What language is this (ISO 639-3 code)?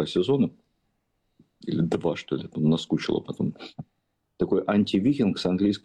rus